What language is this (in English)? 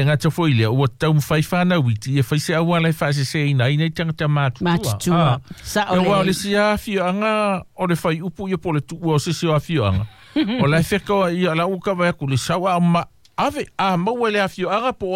Samoan